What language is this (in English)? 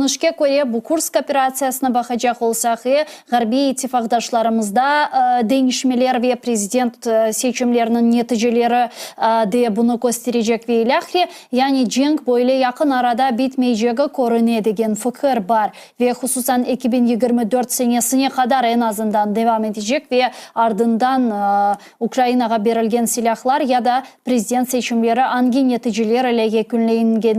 Crimean Tatar